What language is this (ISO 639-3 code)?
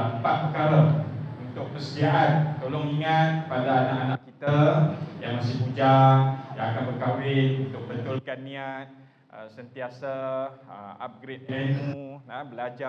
msa